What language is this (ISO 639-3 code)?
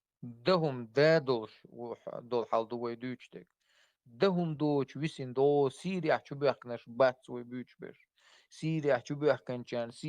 che